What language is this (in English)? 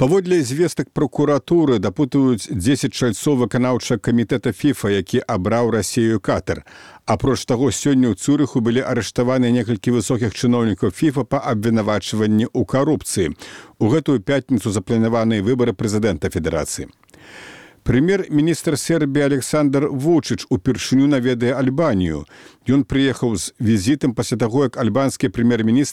Belarusian